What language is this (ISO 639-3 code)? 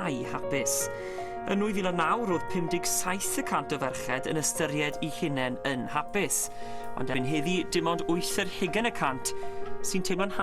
cym